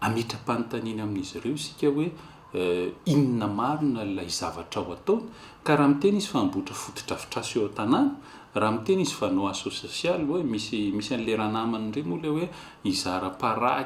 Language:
Malagasy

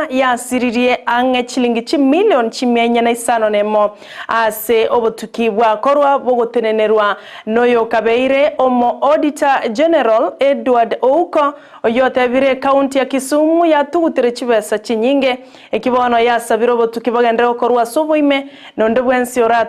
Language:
Gusii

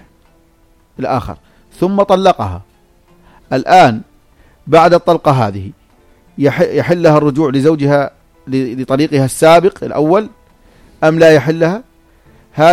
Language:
North Levantine Arabic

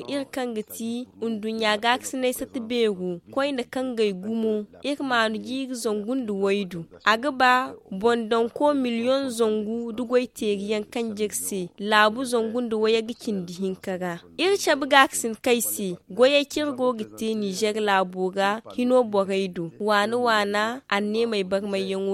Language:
Zarma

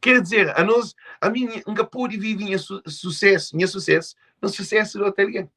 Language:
Kabuverdianu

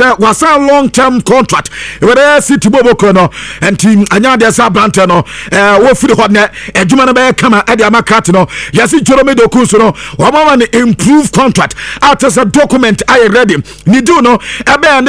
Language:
Akan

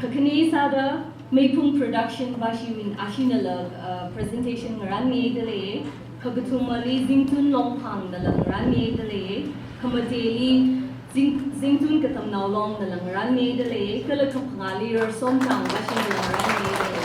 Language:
Tangkhul Naga (India)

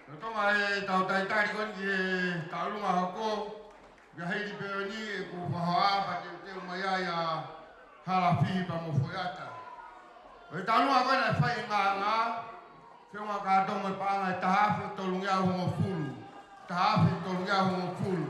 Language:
Tongan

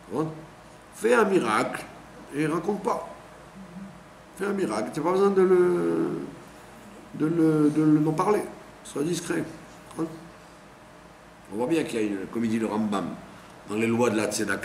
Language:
French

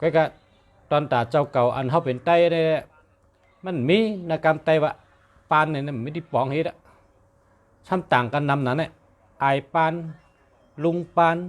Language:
Shan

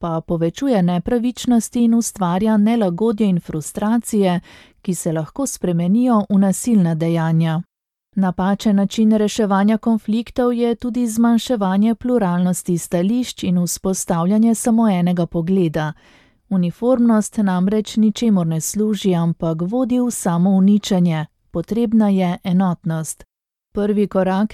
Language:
Slovenian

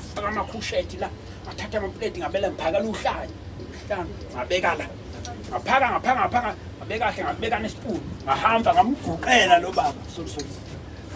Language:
Zulu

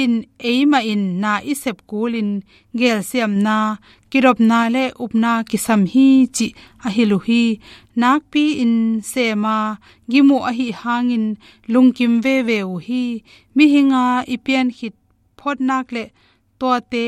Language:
Tedim Chin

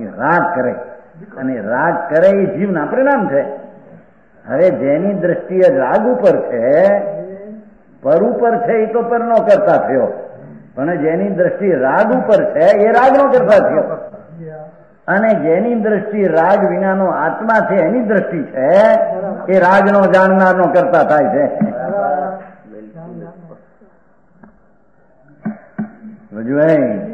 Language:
Gujarati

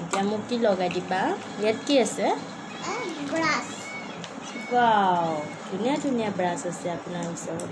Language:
Assamese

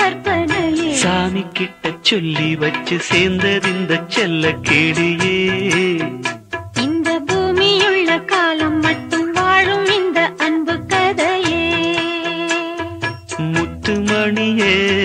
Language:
Tamil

